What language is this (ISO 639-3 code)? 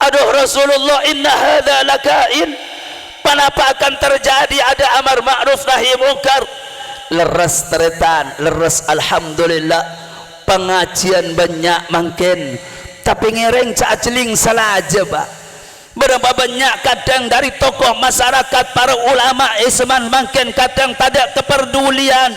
mad